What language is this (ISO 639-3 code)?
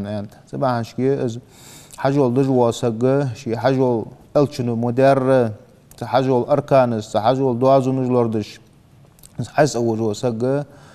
inh